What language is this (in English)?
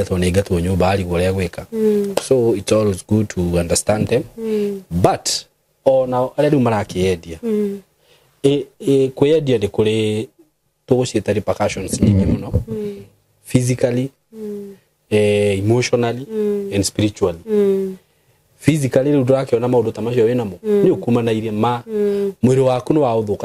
Kikuyu